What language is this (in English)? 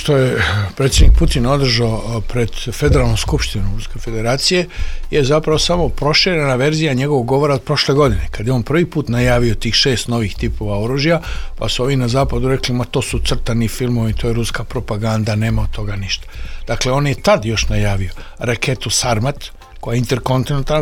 Serbian